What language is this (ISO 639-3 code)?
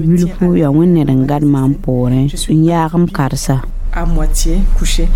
mos